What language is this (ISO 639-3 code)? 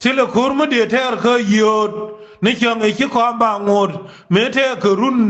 nus